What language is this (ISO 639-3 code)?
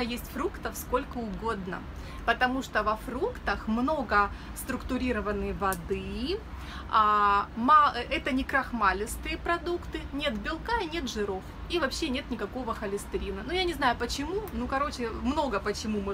rus